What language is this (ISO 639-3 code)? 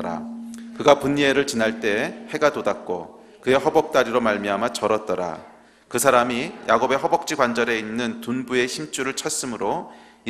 kor